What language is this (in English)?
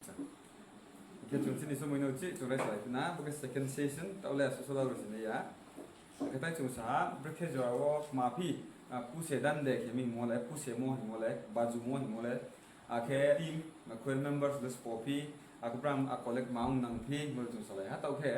Riang (India)